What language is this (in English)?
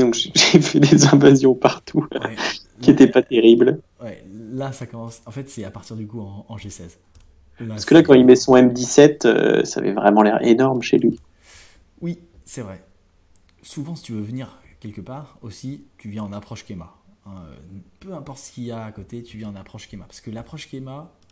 French